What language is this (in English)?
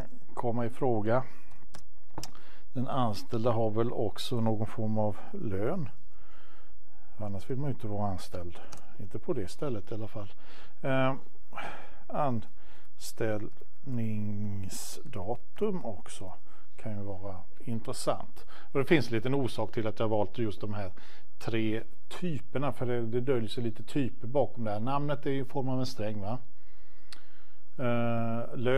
Swedish